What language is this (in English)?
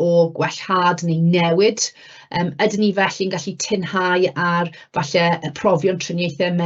Welsh